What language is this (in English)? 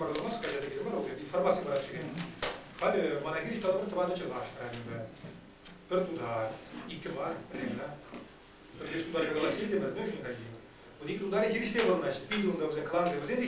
Chuvash